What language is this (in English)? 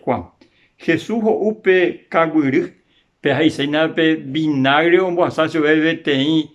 Guarani